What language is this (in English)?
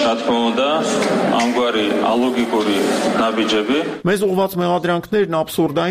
Armenian